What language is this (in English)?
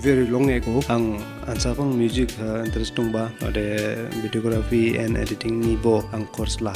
Dimasa